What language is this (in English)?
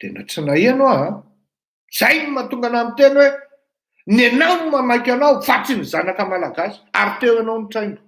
Malagasy